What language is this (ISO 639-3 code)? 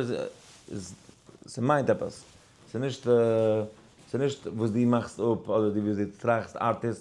yid